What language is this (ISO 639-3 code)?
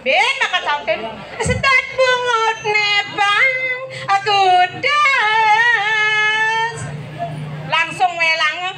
ban